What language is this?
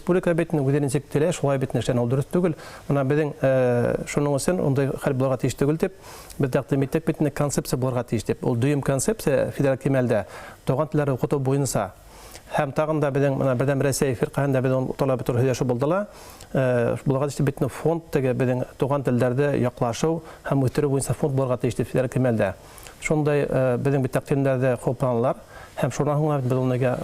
Bashkir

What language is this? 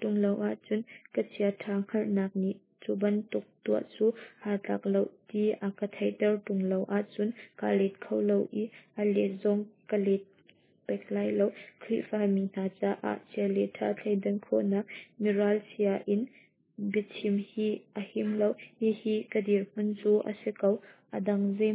Hakha Chin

